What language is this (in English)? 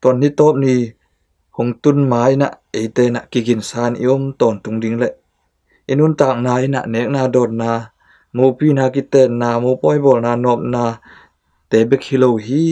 Tedim Chin